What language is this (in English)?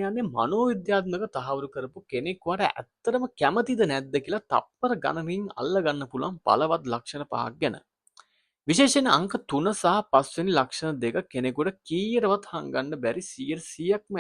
Sinhala